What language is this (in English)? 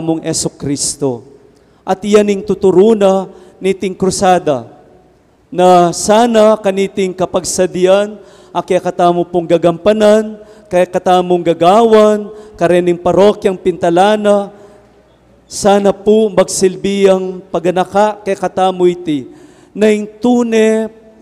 Pampanga